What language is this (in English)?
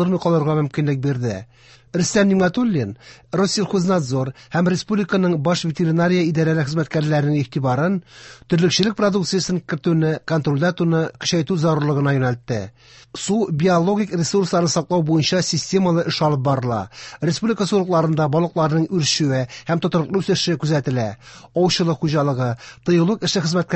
Tatar